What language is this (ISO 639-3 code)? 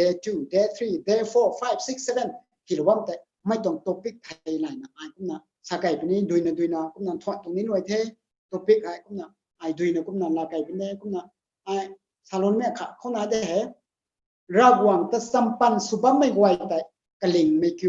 nbu